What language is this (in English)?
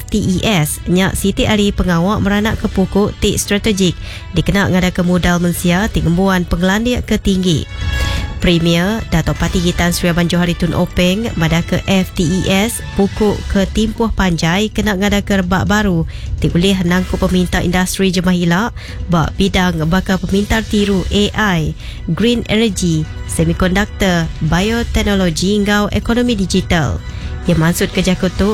Iban